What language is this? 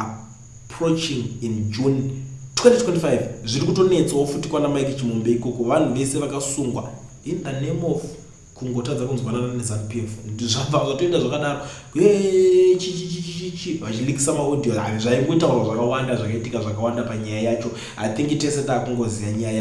Shona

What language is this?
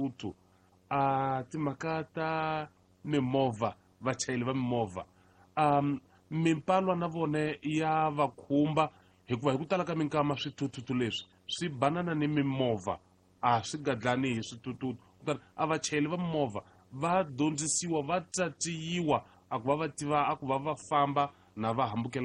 Tsonga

